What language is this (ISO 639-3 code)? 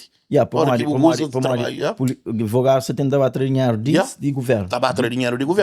kea